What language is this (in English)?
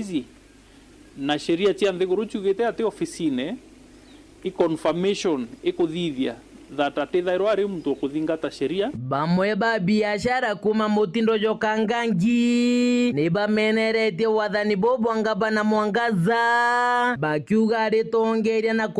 Meru